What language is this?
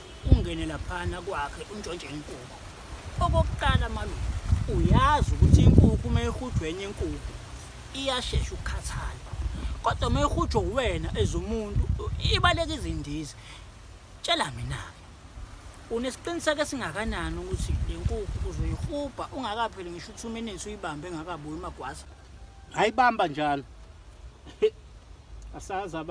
Zulu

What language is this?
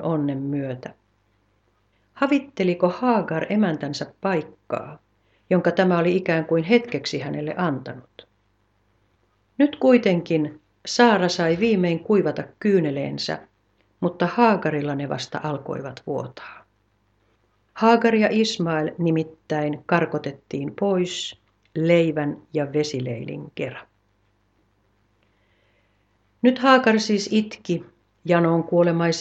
Finnish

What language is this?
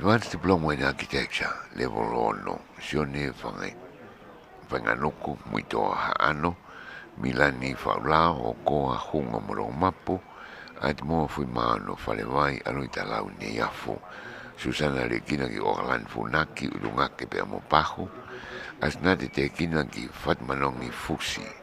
Tongan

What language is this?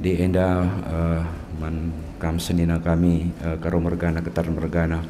Batak Karo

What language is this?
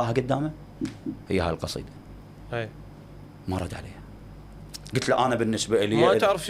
Mesopotamian Arabic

